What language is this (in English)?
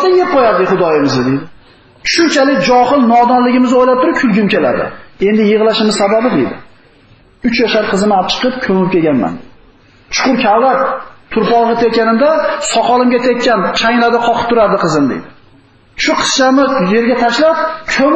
Uzbek